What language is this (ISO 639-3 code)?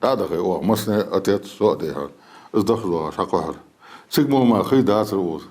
inh